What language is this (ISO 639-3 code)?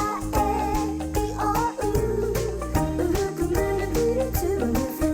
mri